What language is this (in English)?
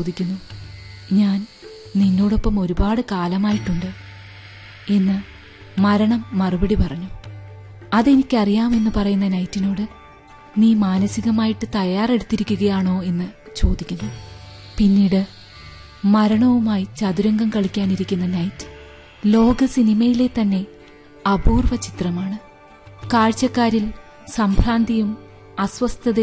Malayalam